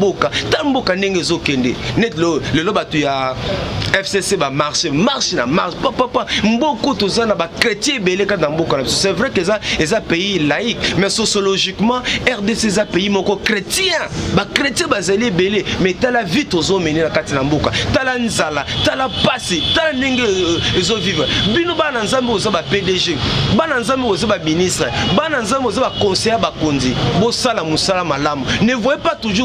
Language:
Lingala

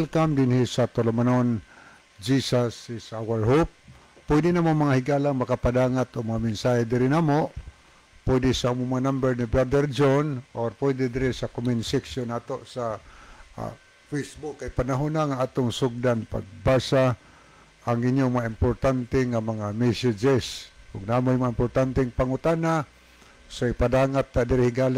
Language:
Cebuano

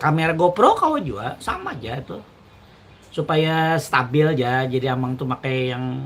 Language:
Banjar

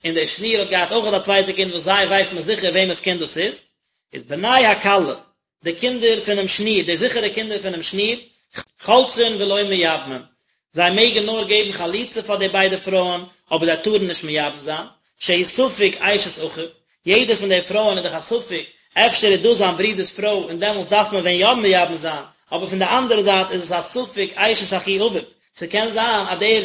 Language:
Yiddish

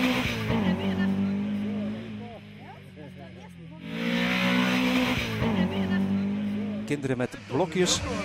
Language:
Dutch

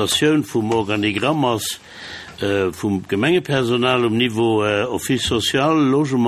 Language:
Luxembourgish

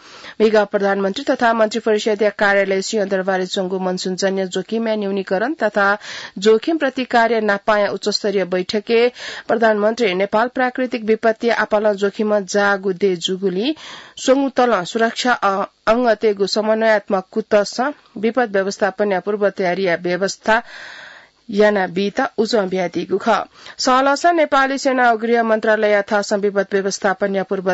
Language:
Newari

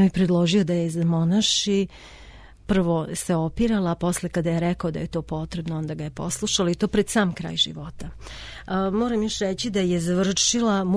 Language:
Serbian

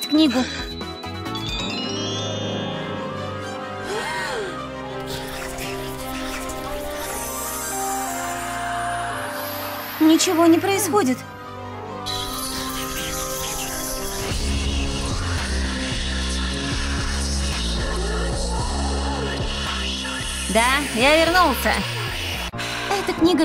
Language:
Russian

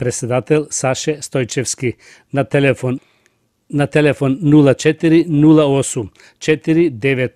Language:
Macedonian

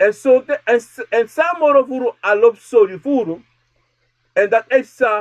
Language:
Sranan Tongo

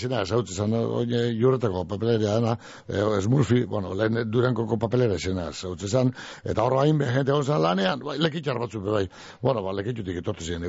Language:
Basque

